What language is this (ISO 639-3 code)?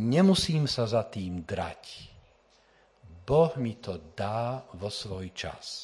slk